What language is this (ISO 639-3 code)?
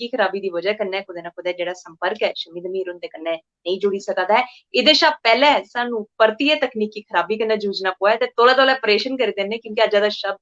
doi